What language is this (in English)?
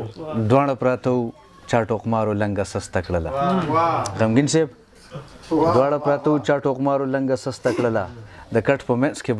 Pashto